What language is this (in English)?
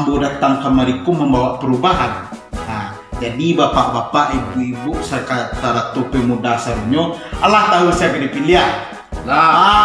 Minangkabau